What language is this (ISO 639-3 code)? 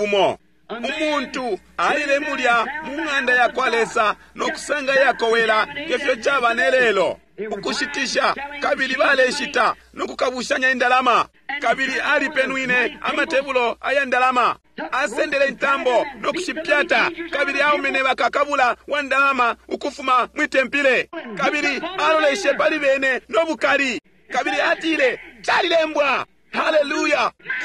bem